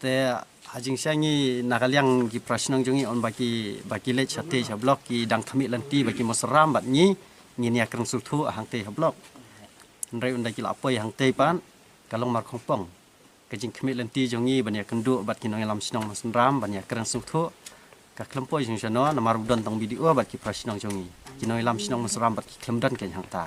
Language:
Khasi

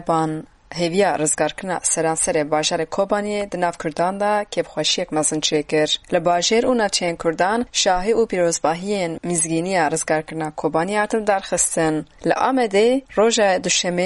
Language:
Kurdish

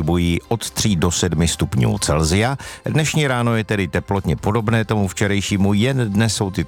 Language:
Czech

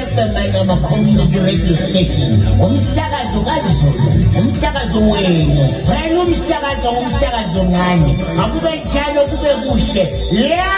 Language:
North Ndebele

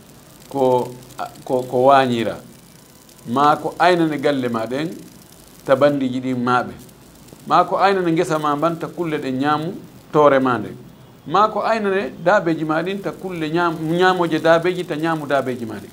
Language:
Fula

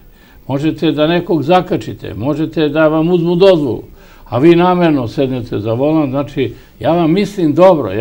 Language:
Serbian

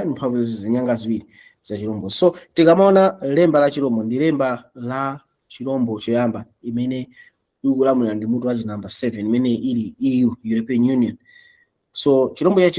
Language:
Nyanja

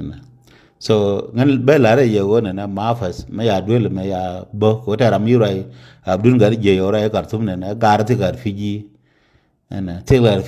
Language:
Nuer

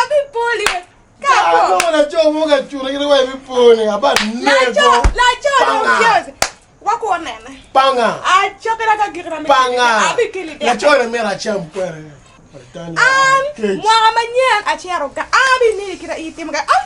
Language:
Acoli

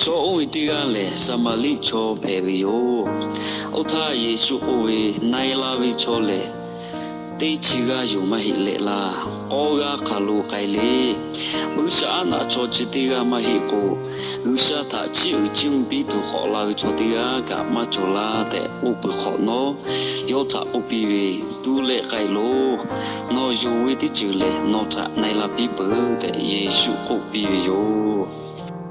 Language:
Lahu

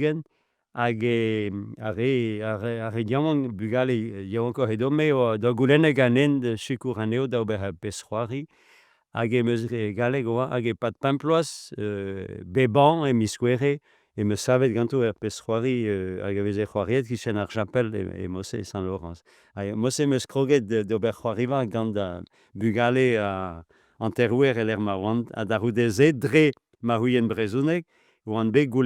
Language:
Breton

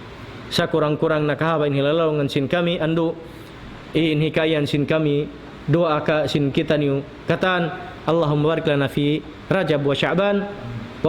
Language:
Tausug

